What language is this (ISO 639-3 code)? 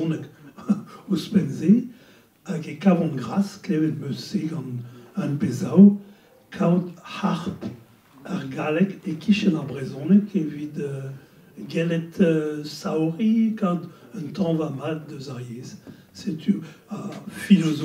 bre